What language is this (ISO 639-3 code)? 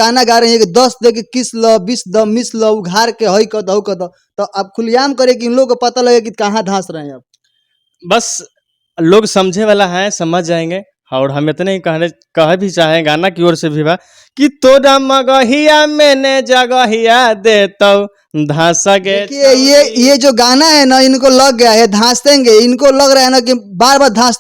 bho